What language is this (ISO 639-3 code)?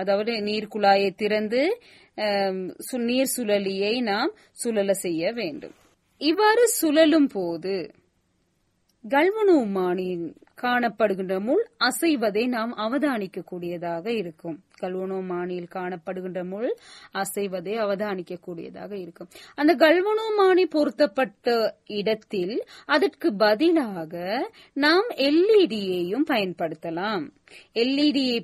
tam